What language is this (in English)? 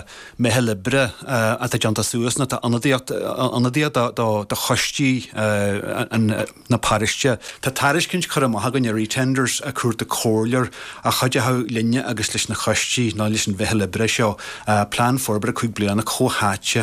Irish